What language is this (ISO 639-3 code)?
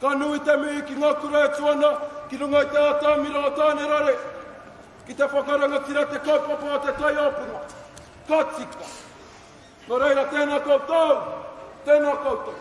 mri